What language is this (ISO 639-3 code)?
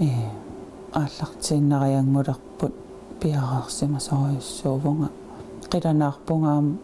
kal